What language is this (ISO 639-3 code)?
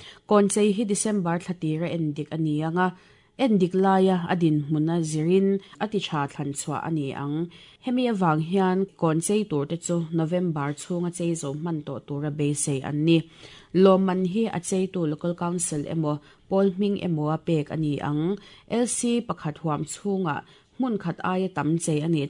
lus